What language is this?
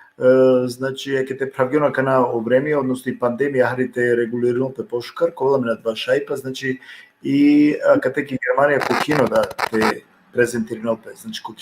Balkan Romani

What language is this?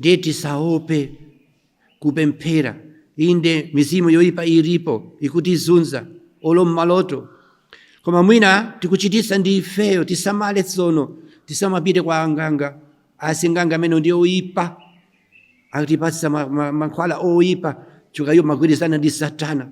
Nyanja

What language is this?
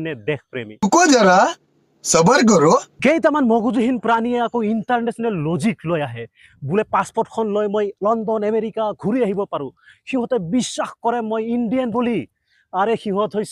Assamese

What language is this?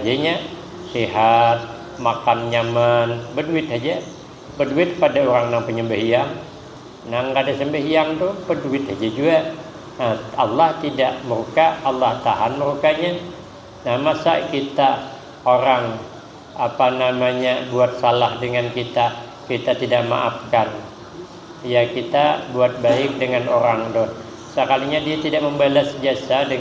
Banjar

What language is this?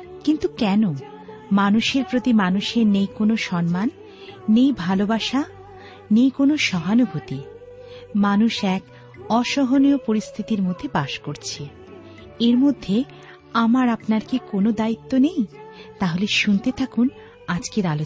Bangla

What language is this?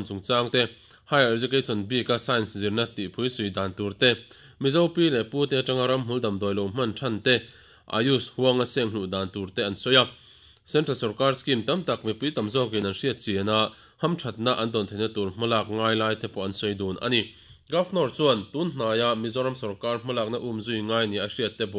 Mizo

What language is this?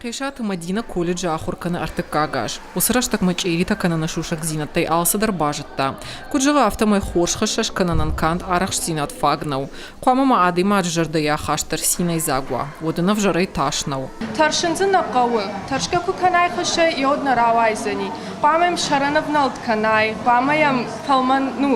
Ossetic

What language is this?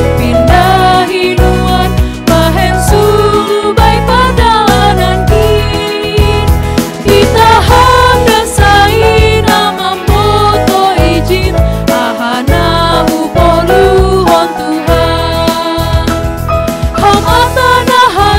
Batak Simalungun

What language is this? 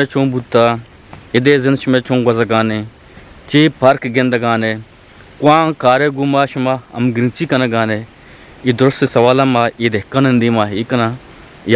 Eastern Balochi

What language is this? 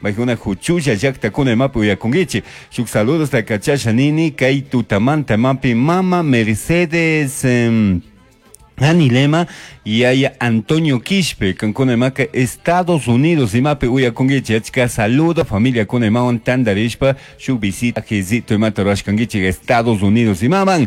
Chimborazo Highland Quichua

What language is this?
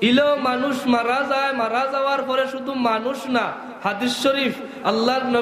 Sylheti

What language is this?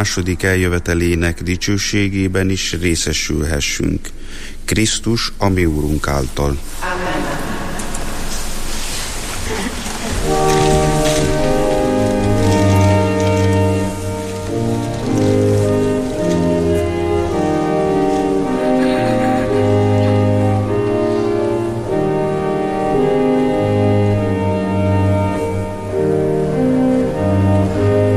Hungarian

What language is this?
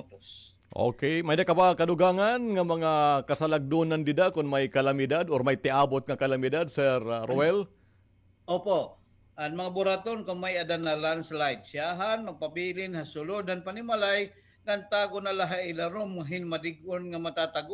Waray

